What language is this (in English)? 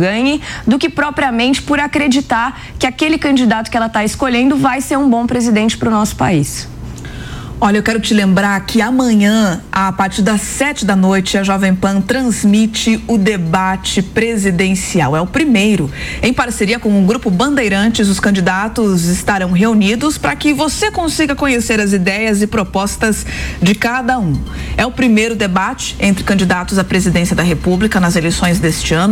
Portuguese